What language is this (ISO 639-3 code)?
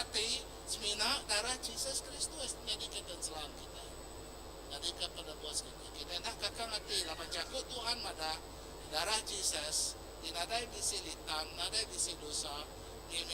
iba